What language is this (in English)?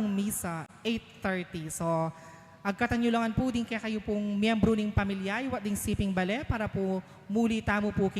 Pampanga